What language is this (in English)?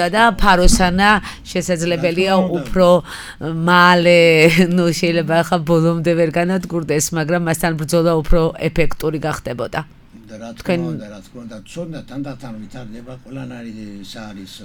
Georgian